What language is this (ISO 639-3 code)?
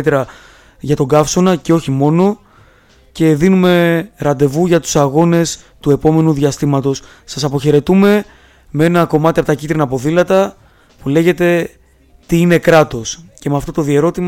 ell